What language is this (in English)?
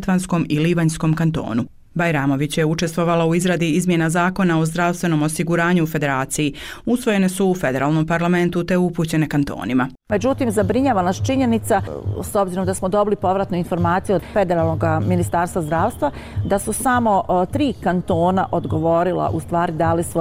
Bosnian